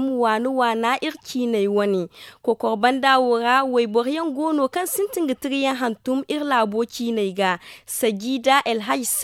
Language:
Zarma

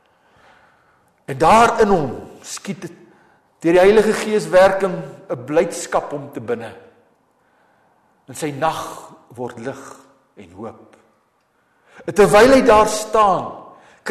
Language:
Afrikaans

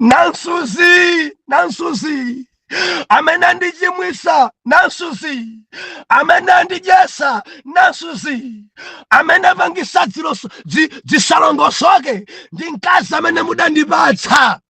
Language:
Nyanja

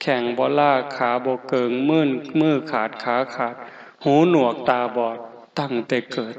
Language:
Northeastern Thai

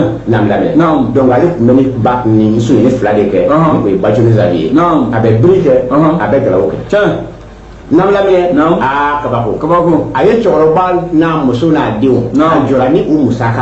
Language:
Bambara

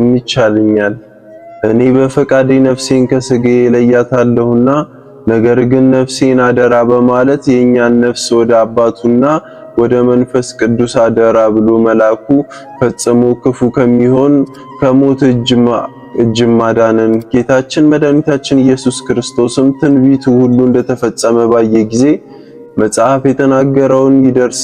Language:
Amharic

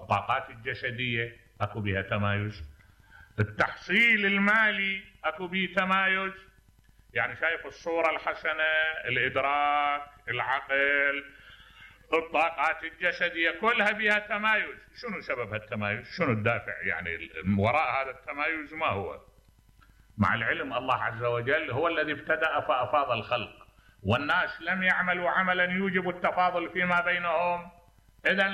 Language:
Mesopotamian Arabic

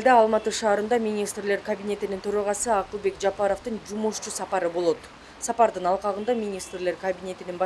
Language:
Kyrgyz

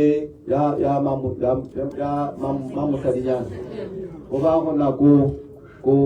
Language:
Tswana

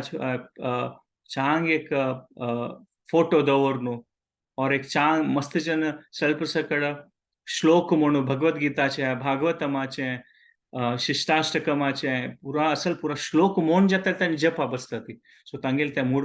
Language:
Konkani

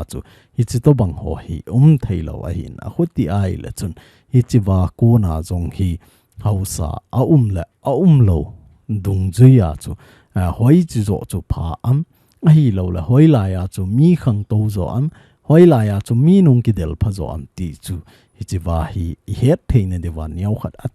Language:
Thado Chin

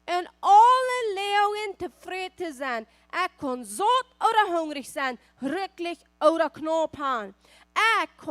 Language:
Plautdietsch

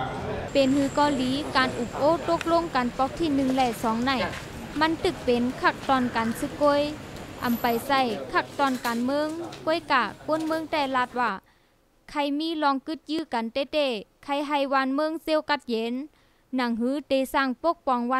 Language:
Shan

